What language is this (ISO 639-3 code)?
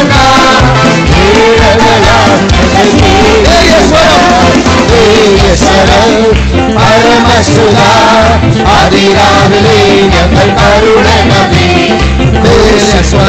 tam